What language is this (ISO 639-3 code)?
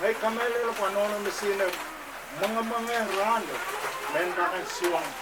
pon